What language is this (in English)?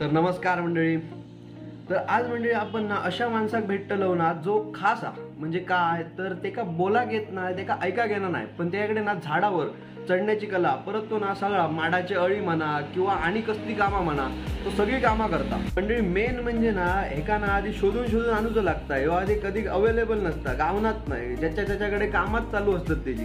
Konkani